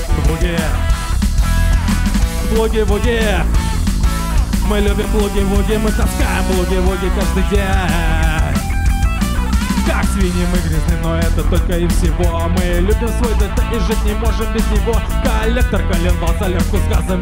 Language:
Russian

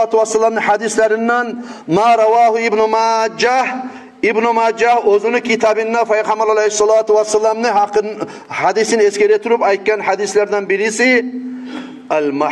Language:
Kumyk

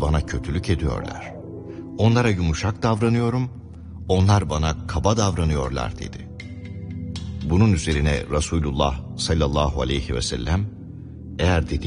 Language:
Turkish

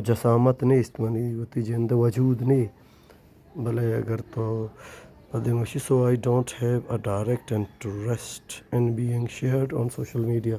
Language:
Baluchi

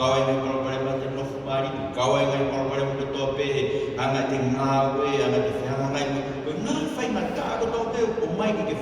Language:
Tongan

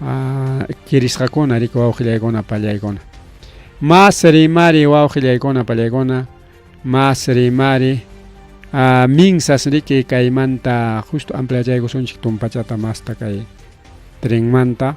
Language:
Ayacucho Quechua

